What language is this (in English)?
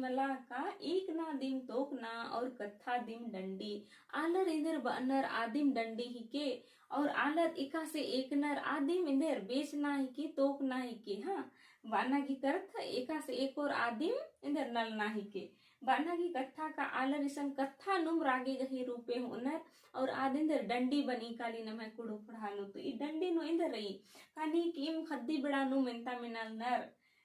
Kurukh